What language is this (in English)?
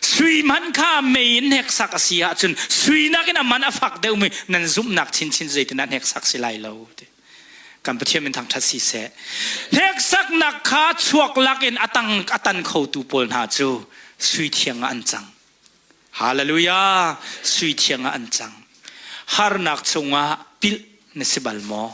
Hakha Chin